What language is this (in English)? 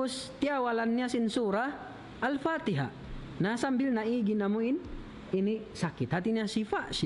Tausug